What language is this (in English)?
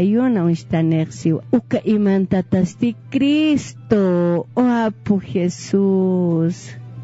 Aymara